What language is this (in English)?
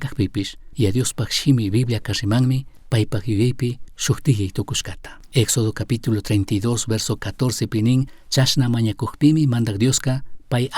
Chimborazo Highland Quichua